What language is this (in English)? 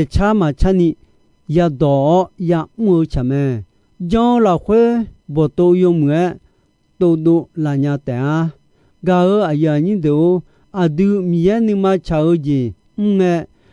Akha